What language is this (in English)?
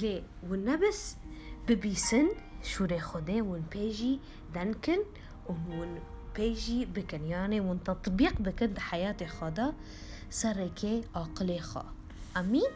Kurdish